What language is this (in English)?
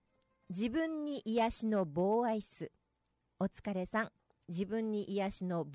Japanese